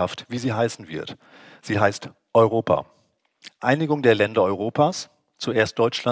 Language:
German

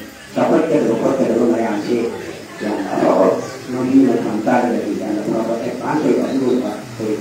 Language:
Manipuri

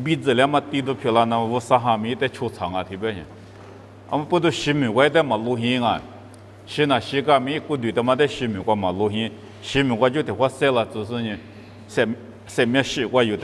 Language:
Lisu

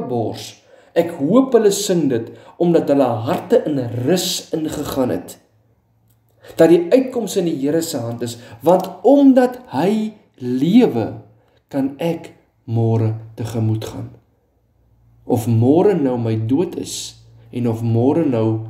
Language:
Afrikaans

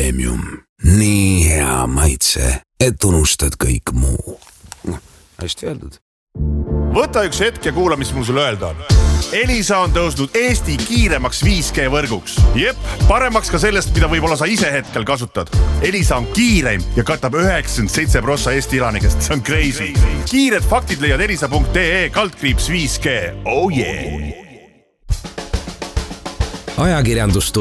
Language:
Estonian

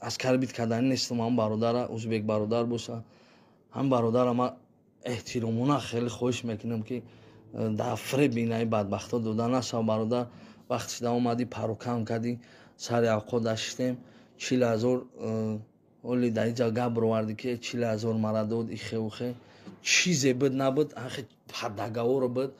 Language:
Tajik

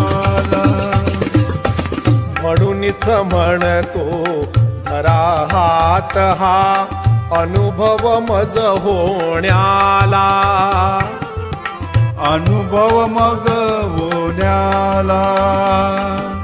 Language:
Marathi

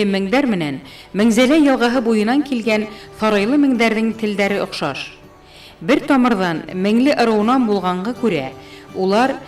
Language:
Bashkir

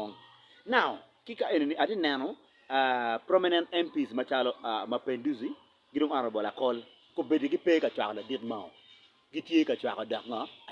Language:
Acoli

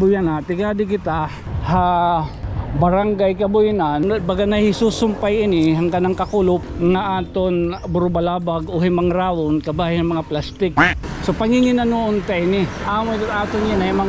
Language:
Waray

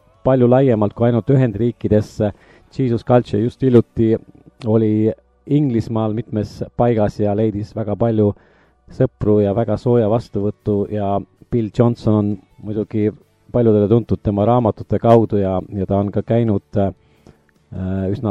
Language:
Estonian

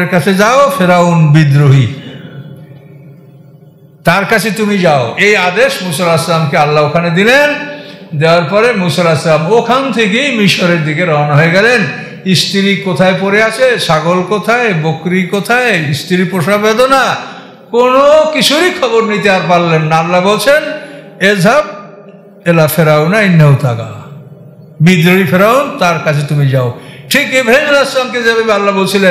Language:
Bangla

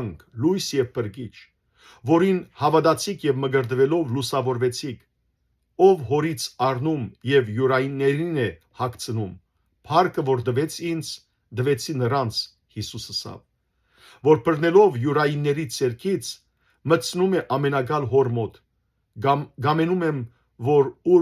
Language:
Western Armenian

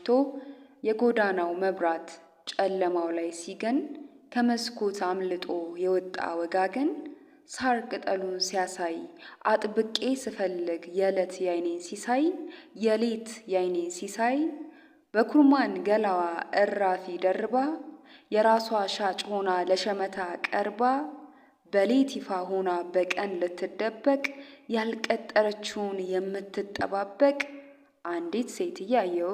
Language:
Amharic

